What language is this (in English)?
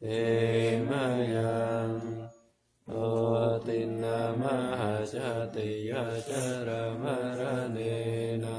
Pali